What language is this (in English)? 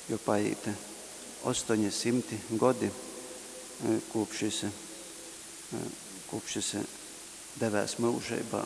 Latgalian